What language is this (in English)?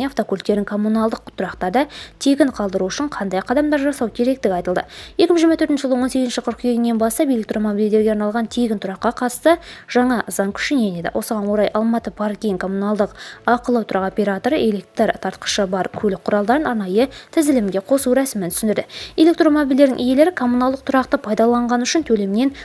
Kazakh